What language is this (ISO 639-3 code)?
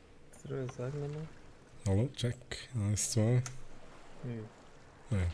gsw